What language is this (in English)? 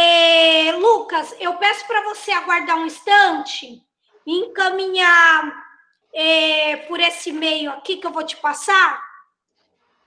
Portuguese